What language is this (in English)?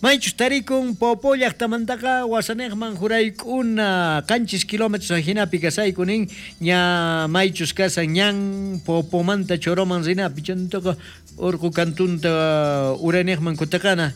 South Bolivian Quechua